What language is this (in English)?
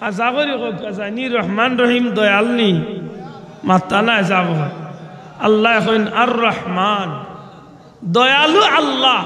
Sylheti